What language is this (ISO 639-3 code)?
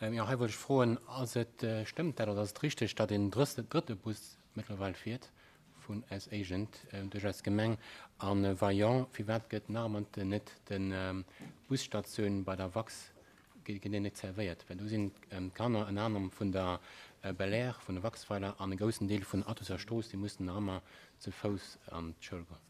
ltz